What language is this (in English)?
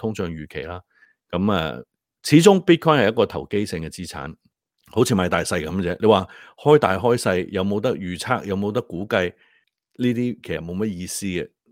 Cantonese